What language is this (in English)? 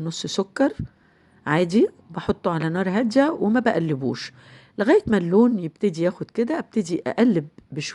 Egyptian Arabic